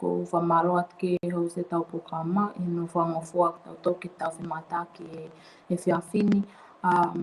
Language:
Tongan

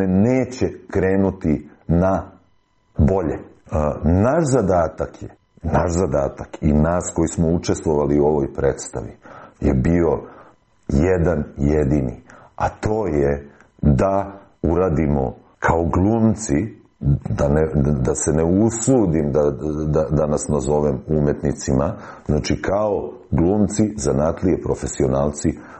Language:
Serbian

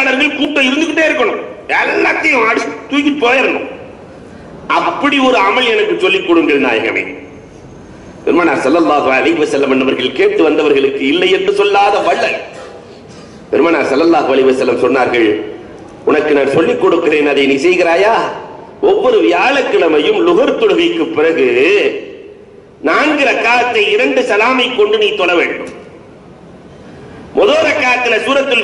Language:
Tamil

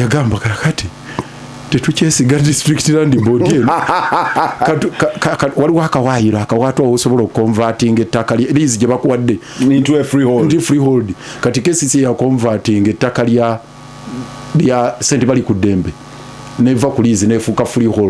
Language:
Ganda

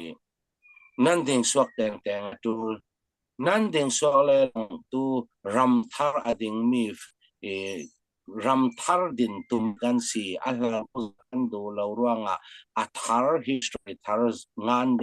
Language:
Falam Chin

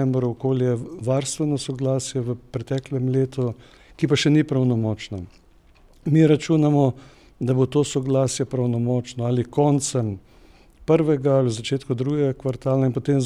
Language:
Slovenian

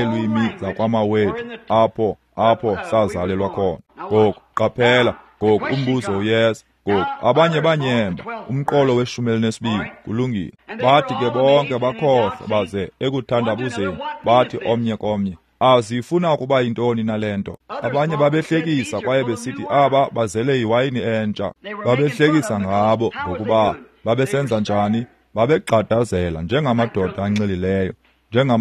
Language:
Xhosa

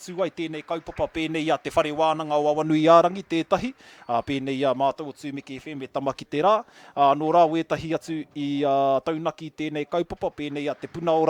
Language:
Māori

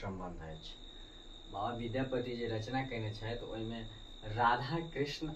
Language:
Maithili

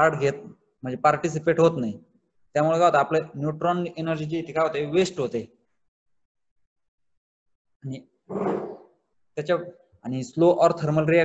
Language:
Marathi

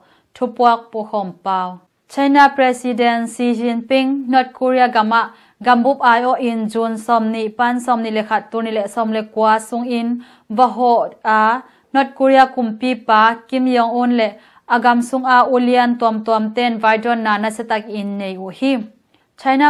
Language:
Tedim Chin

